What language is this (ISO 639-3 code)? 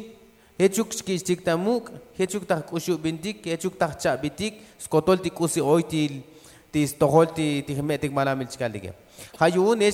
tzo